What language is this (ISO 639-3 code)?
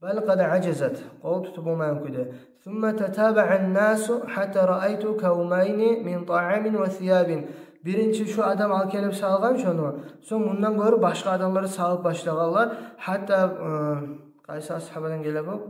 kum